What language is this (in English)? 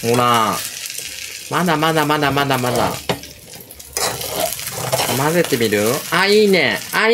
Japanese